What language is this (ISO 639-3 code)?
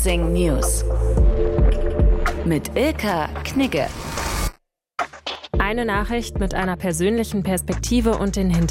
deu